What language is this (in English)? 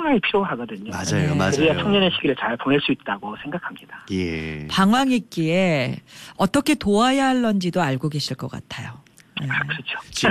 Korean